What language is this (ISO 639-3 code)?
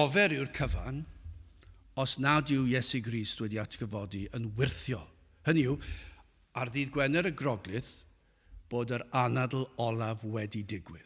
cym